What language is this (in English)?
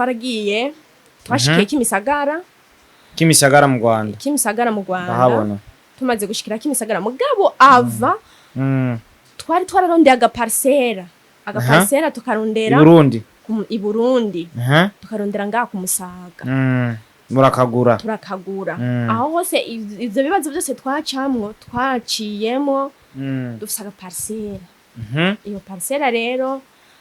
Rundi